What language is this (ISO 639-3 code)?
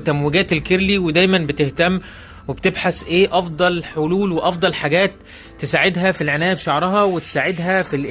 arz